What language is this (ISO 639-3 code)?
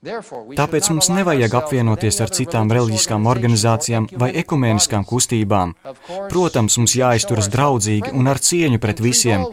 lav